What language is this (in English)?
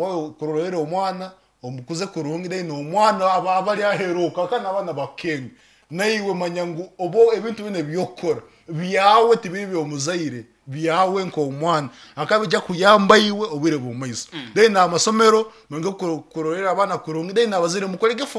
Nyankole